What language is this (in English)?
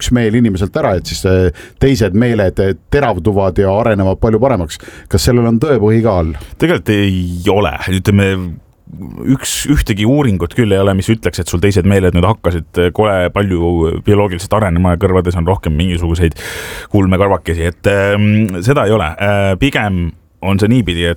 Estonian